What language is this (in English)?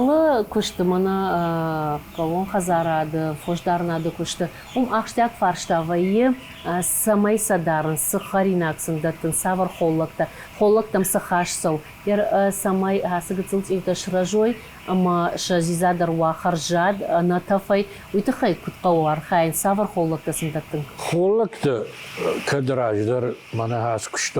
Ossetic